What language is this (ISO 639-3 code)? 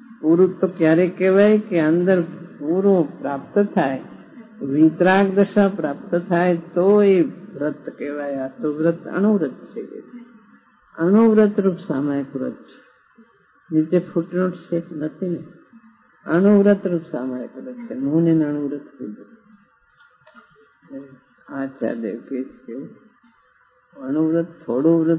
guj